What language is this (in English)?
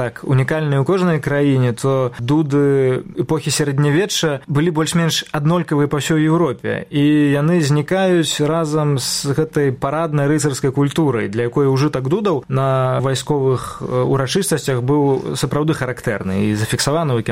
Belarusian